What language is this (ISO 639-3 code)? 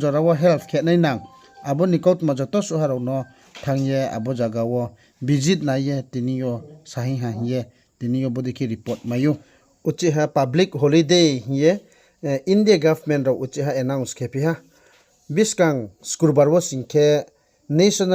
ria